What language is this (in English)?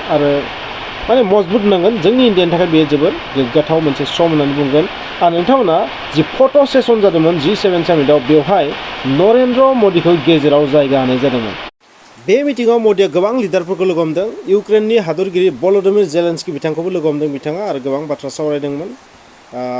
Bodo